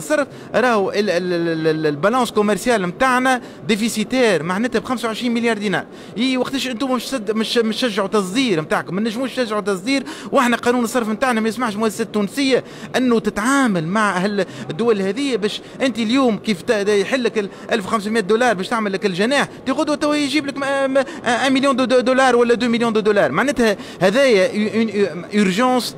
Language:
Tunisian Arabic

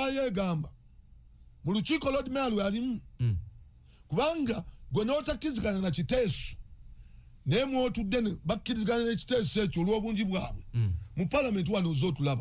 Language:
Ganda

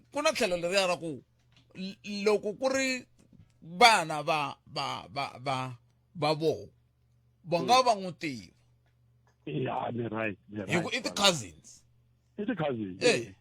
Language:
Tsonga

